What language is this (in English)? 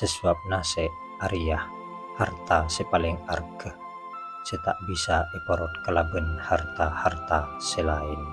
Madurese